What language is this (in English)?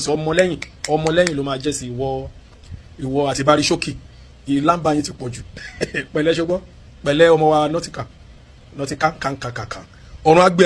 Yoruba